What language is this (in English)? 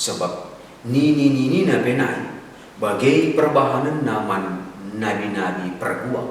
Batak Karo